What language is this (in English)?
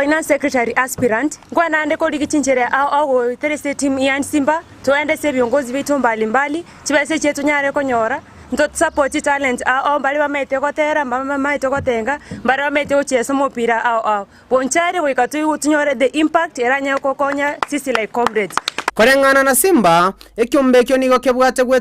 Gusii